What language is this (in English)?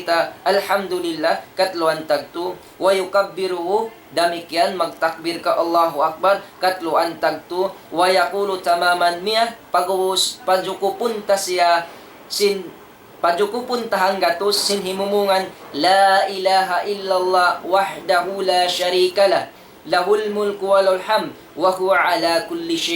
Tausug